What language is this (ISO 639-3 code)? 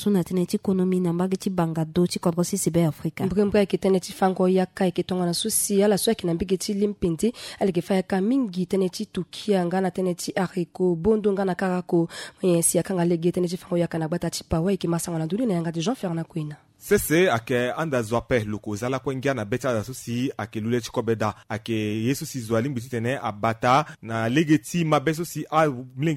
sag